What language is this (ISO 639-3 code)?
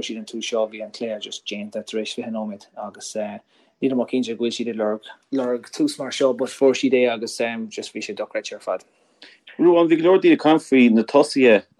gle